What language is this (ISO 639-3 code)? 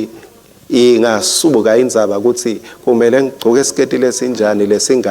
ssw